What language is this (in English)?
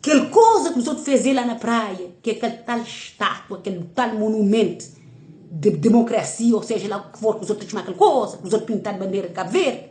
Kabuverdianu